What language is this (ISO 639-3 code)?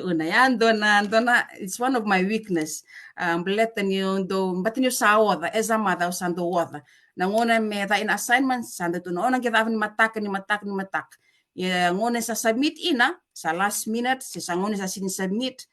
fij